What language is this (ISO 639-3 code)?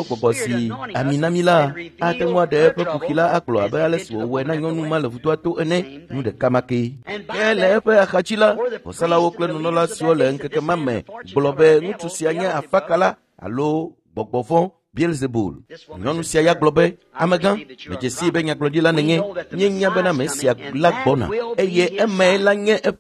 ewe